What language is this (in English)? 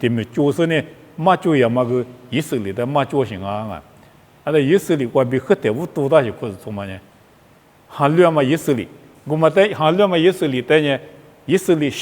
Lisu